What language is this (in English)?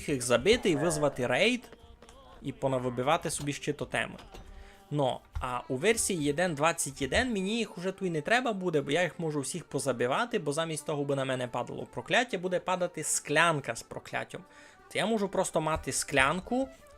Rusyn